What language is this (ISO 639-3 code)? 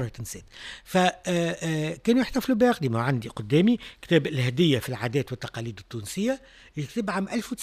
aeb